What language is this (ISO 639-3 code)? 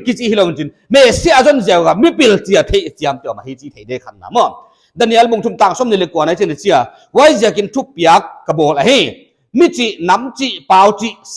pck